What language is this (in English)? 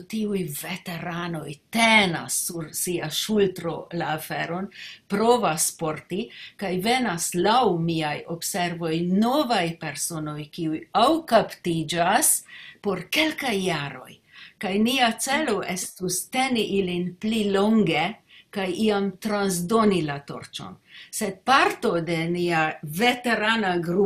Esperanto